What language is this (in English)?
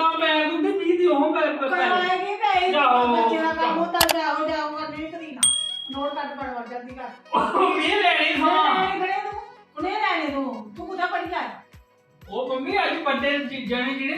Dogri